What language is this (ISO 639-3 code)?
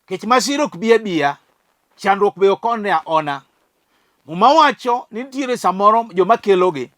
luo